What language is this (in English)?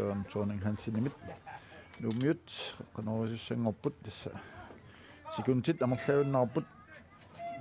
Kalaallisut